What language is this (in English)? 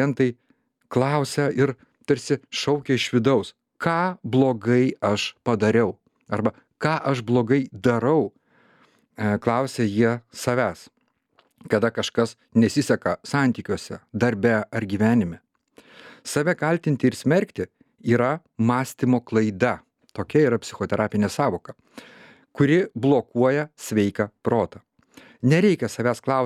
Lithuanian